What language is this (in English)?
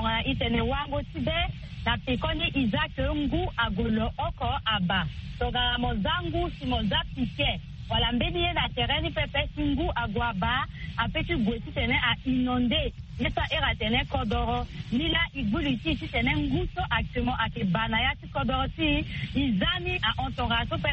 Sango